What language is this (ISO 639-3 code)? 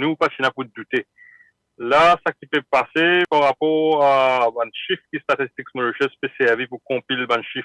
mfe